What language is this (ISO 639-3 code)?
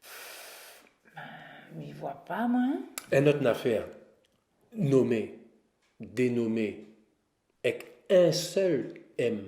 rcf